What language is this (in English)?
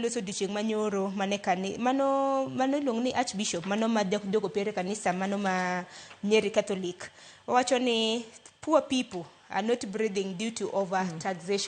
Luo (Kenya and Tanzania)